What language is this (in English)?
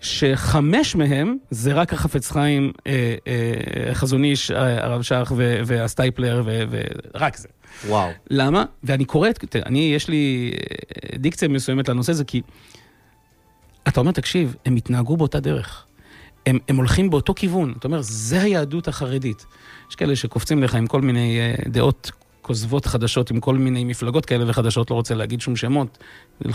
Hebrew